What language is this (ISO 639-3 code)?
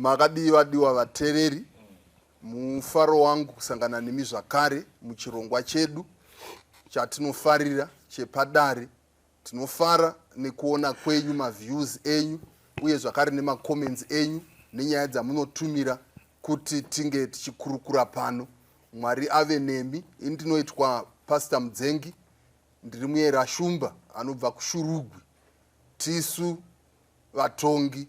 sna